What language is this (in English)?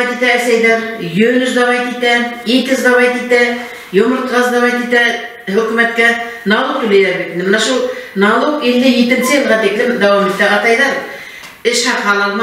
Bashkir